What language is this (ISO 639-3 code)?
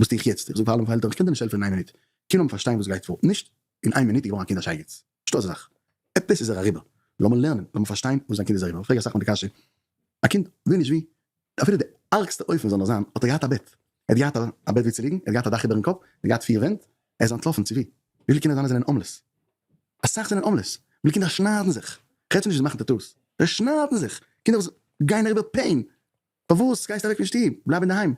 yid